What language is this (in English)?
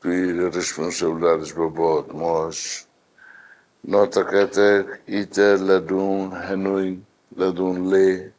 Tetum